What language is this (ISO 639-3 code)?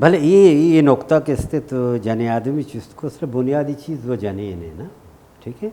bal